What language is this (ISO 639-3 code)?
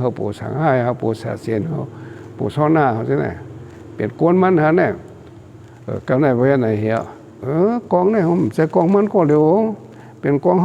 shn